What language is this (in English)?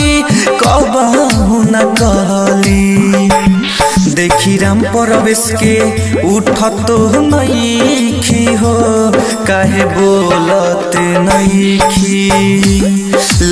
Bhojpuri